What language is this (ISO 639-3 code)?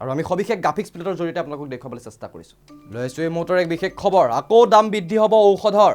asm